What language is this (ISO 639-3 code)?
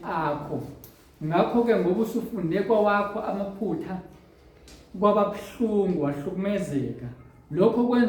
zul